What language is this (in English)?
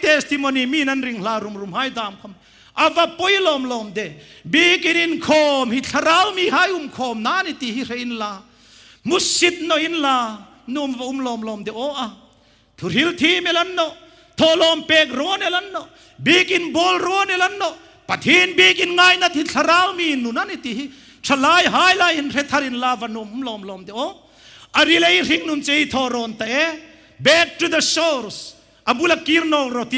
Hmar